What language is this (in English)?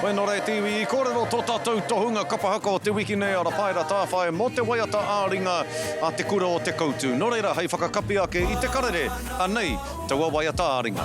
Māori